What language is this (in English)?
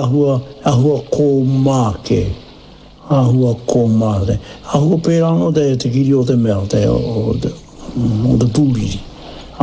Māori